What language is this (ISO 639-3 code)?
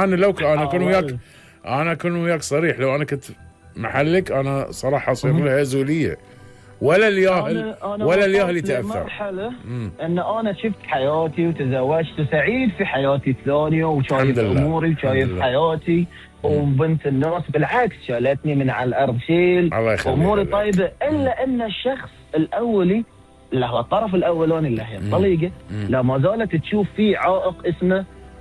afb